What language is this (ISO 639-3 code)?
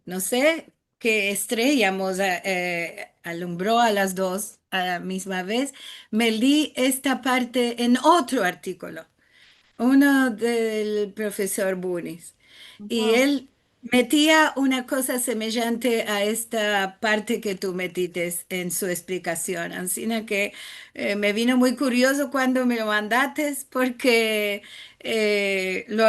lad